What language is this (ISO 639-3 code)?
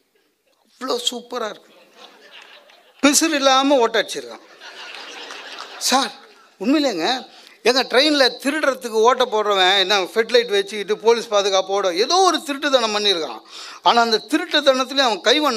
tam